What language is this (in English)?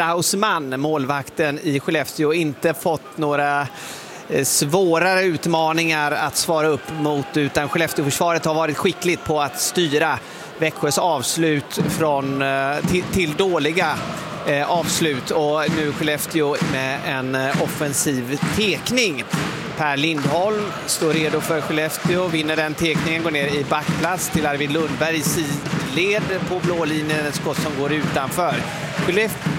Swedish